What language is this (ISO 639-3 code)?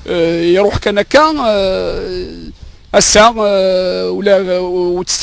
kab